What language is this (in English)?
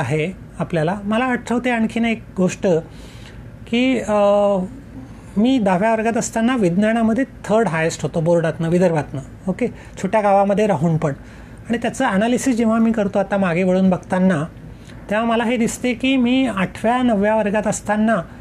Marathi